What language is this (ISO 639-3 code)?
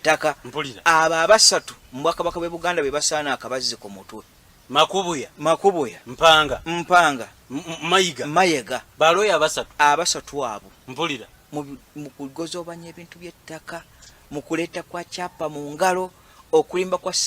lug